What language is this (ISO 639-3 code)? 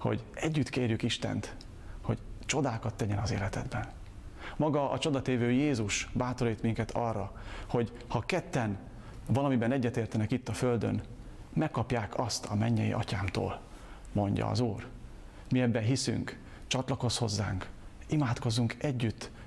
hun